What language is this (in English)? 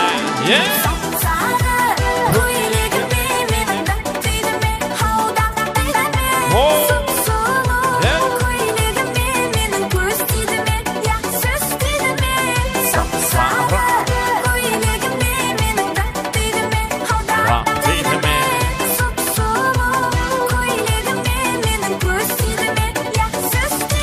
Kara-Kalpak